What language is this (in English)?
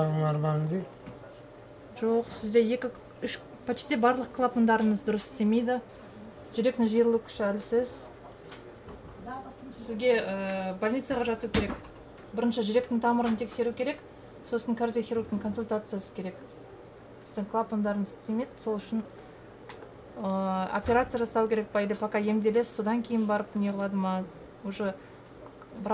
Kazakh